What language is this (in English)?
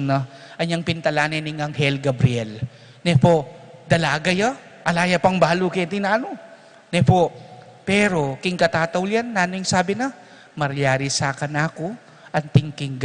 Pampanga